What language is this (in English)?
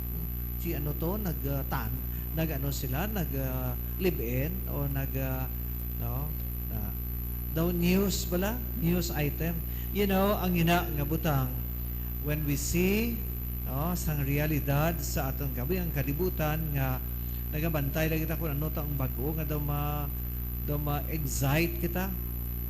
Hiligaynon